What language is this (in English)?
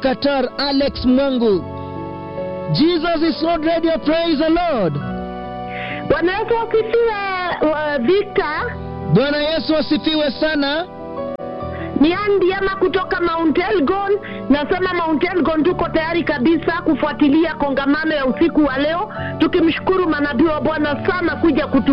Swahili